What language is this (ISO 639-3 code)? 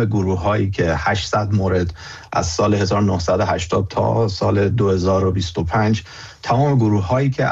fas